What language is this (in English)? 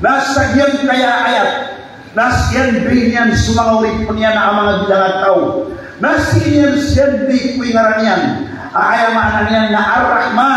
Maranao